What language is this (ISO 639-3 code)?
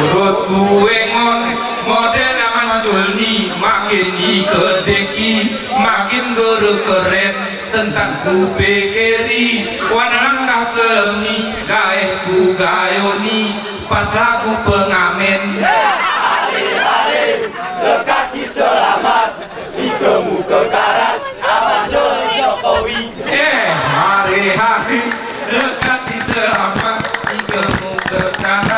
gay